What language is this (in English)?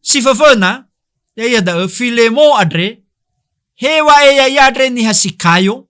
Nias